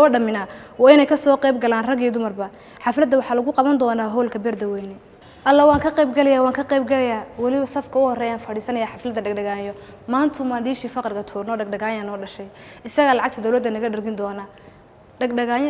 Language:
Somali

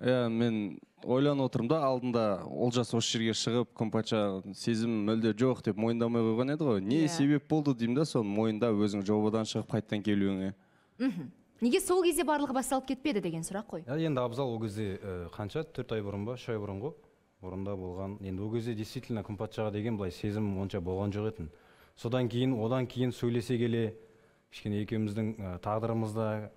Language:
Kazakh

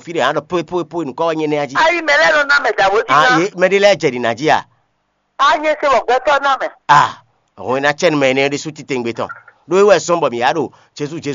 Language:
Fon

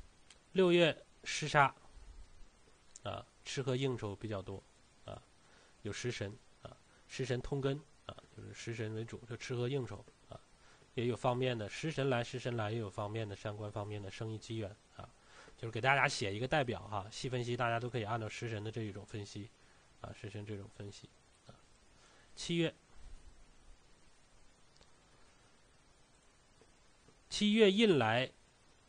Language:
Chinese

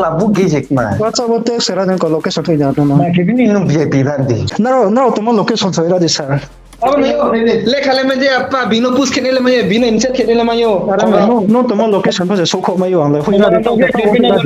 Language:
Riang (India)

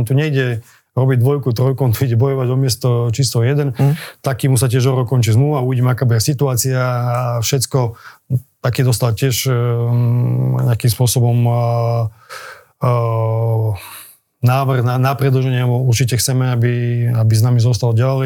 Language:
Slovak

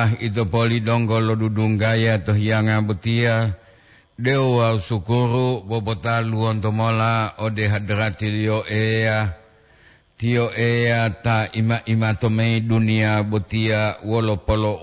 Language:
Gorontalo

